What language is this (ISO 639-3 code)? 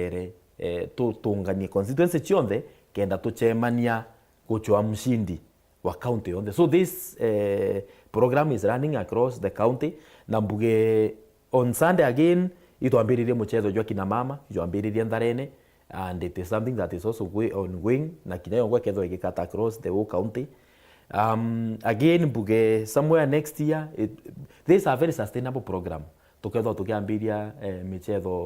mer